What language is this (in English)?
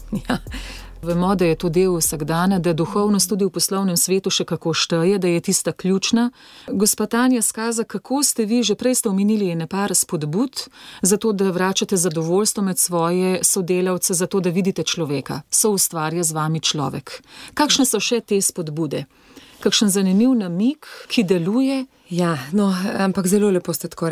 Slovenian